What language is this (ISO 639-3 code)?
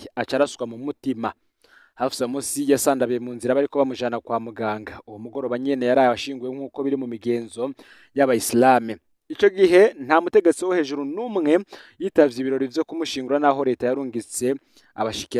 run